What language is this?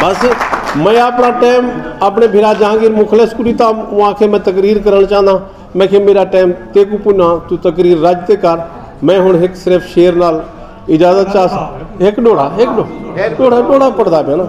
Saraiki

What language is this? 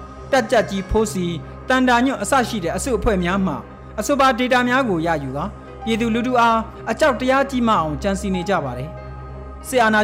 Burmese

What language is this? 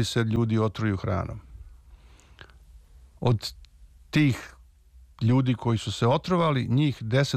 Serbian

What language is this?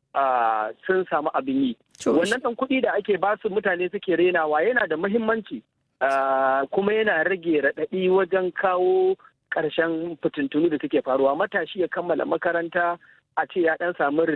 Hausa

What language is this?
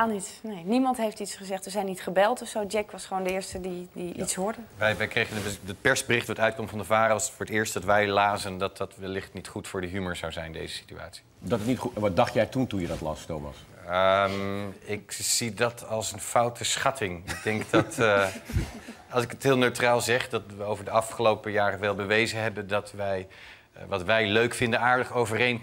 Dutch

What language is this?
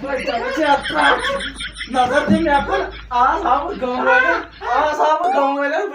Kashmiri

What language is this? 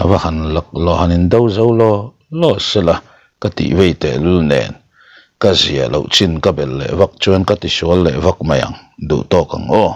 Mizo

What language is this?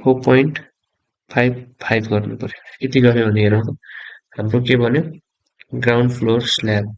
Nepali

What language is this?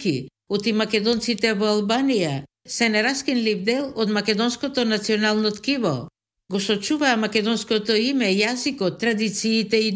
Macedonian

